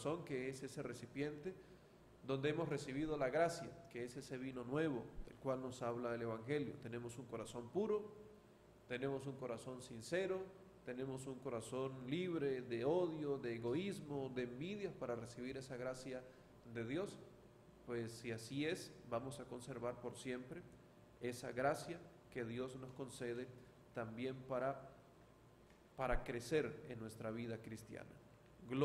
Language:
Spanish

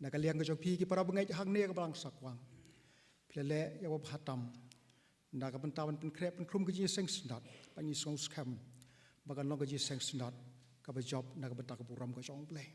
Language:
Khasi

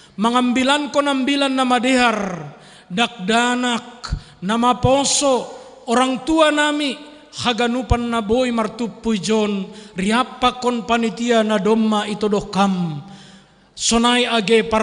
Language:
Batak Simalungun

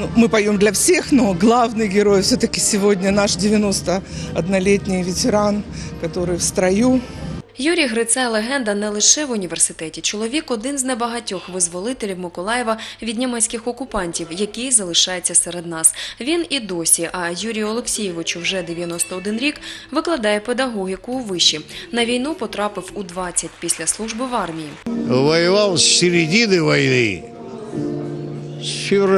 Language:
Ukrainian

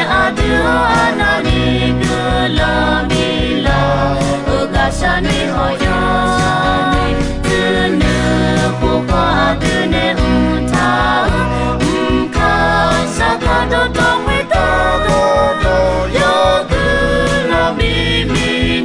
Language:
Akha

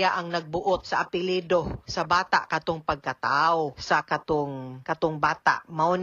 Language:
Cebuano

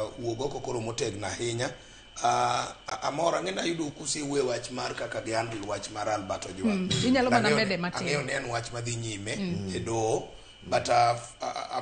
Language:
Luo (Kenya and Tanzania)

